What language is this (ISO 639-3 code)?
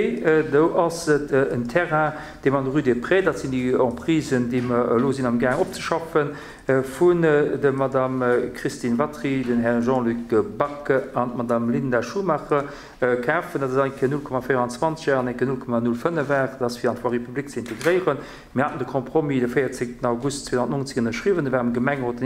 ltz